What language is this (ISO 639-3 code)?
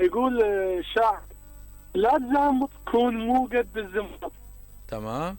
acm